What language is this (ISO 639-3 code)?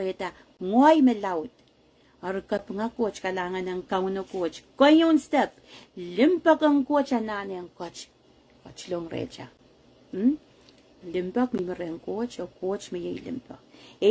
pon